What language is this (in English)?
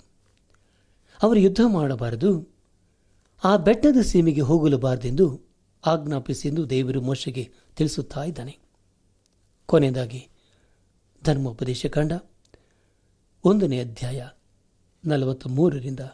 Kannada